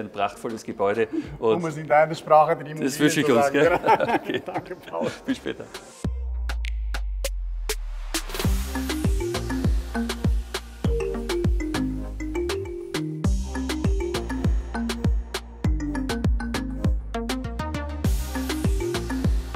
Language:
German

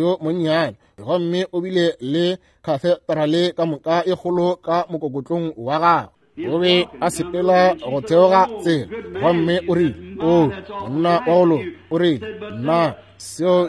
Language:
Northern Sotho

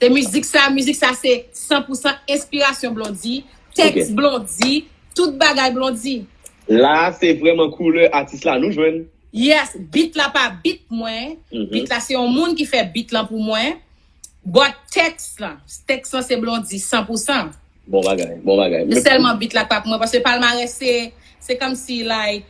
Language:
Haitian Creole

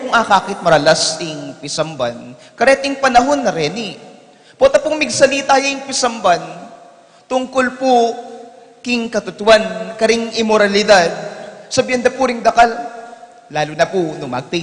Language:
Pampanga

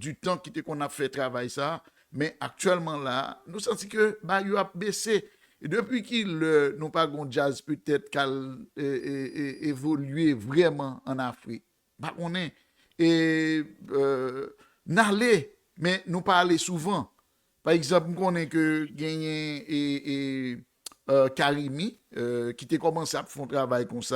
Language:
Haitian Creole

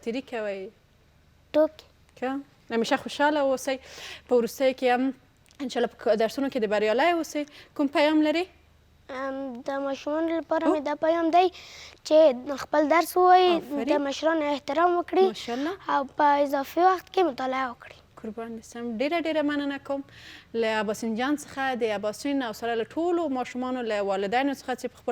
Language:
Pashto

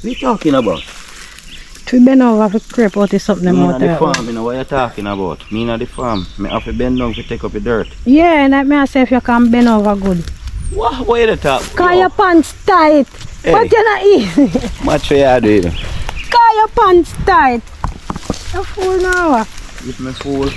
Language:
Jamaican Creole English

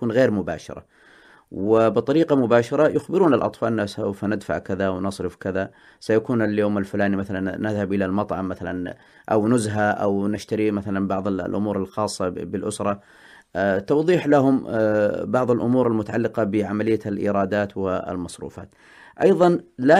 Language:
Arabic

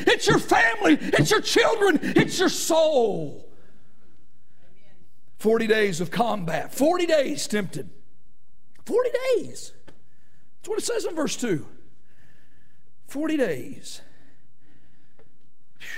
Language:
English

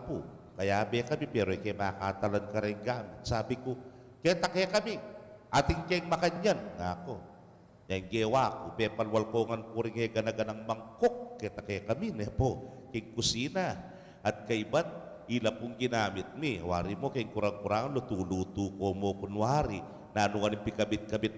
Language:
Pampanga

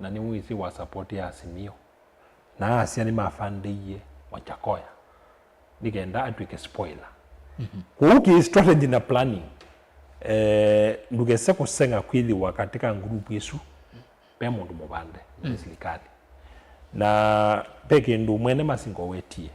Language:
Kamba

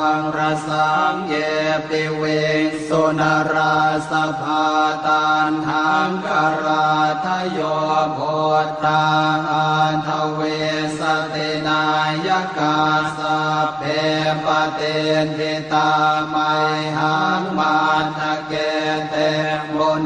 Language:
Pali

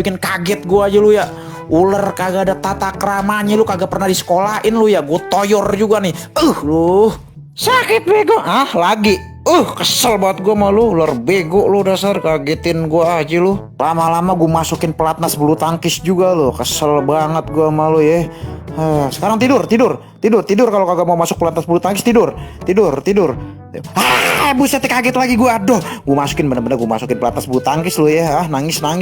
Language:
Betawi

